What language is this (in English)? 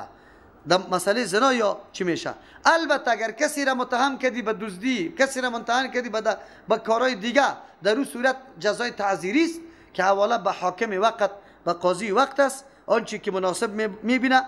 Persian